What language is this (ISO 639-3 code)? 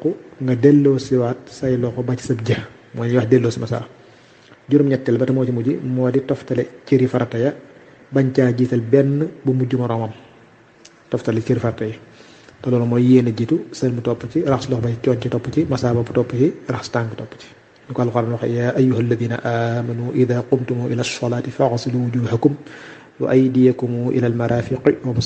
wol